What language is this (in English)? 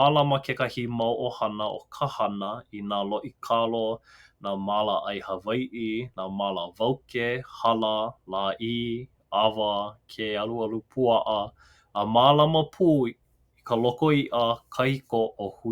Hawaiian